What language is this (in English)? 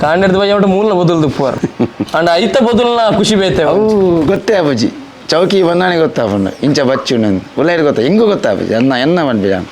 Tulu